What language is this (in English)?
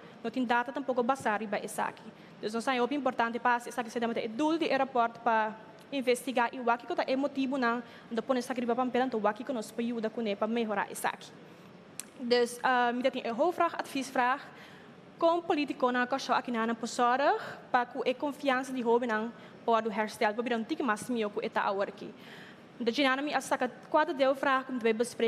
Papiamento